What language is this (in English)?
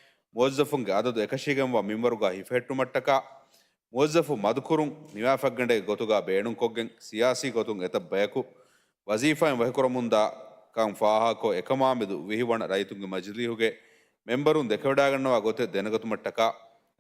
Divehi